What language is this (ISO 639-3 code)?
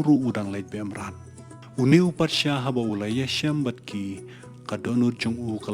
kha